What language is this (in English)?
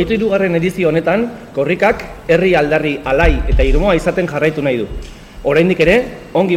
Basque